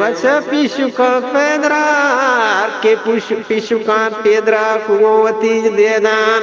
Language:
Eastern Balochi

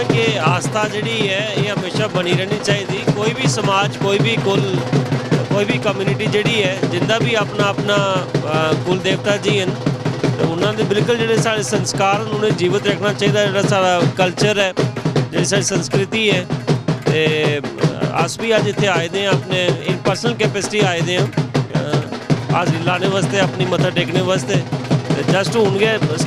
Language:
Dogri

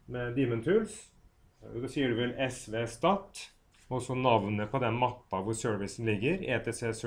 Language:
Norwegian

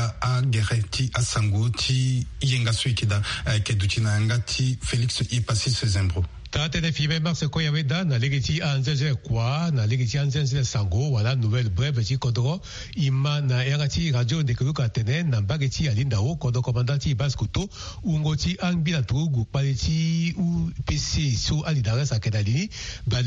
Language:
Sango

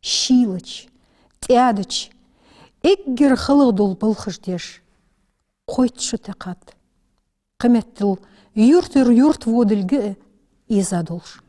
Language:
Ingush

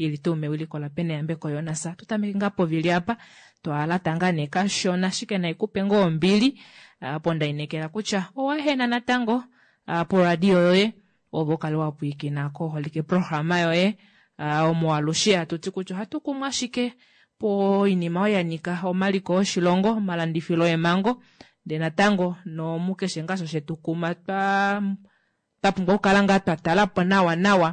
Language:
Kuanyama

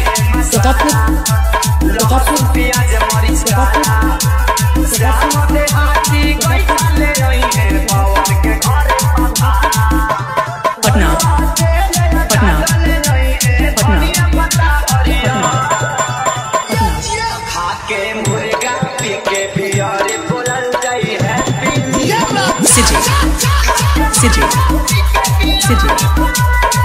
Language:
Bhojpuri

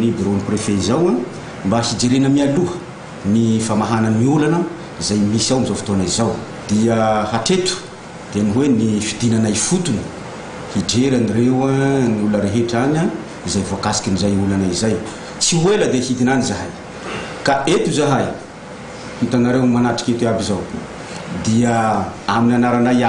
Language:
Malagasy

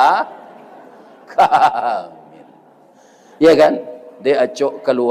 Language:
Minangkabau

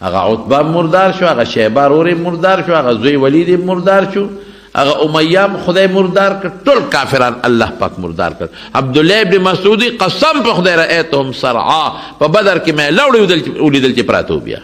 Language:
Pashto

